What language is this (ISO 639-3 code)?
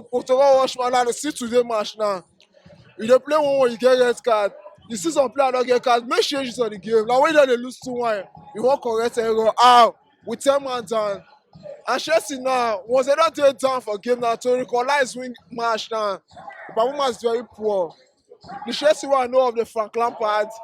pcm